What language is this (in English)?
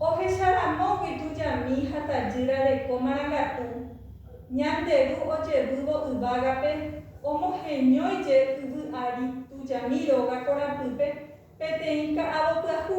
Guarani